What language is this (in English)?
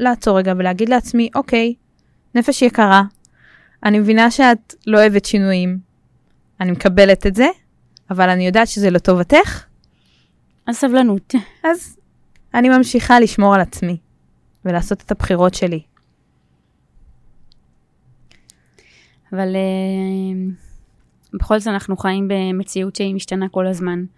Hebrew